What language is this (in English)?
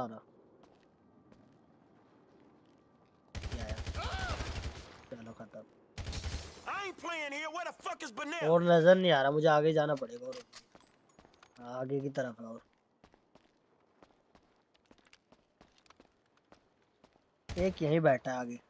Hindi